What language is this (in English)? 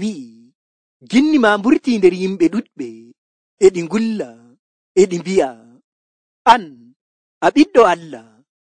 Nigerian Fulfulde